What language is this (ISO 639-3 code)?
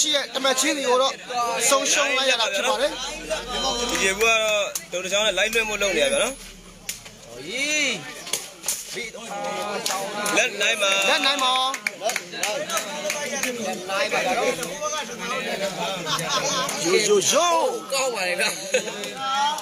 mya